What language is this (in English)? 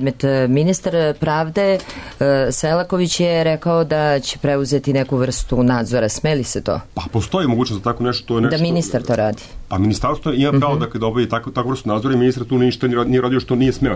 Serbian